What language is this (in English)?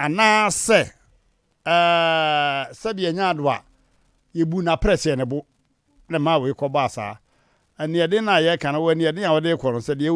Akan